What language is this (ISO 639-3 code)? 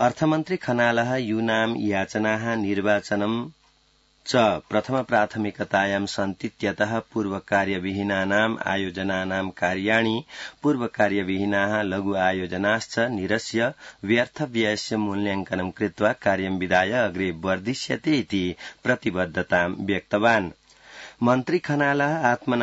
san